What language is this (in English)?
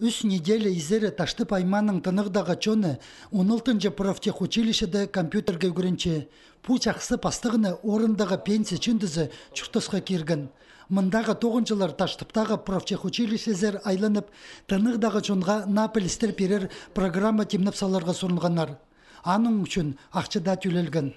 Khakas